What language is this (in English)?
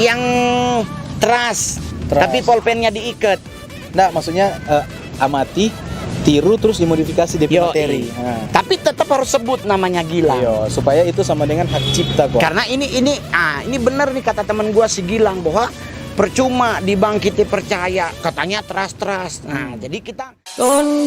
Manado Malay